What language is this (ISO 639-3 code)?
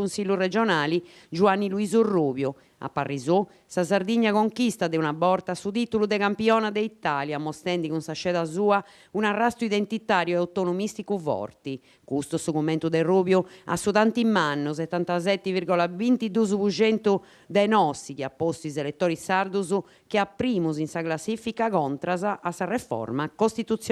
srd